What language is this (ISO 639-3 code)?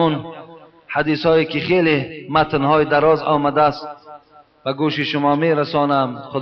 tgk